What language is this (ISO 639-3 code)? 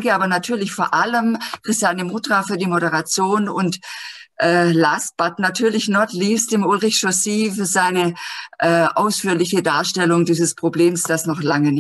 deu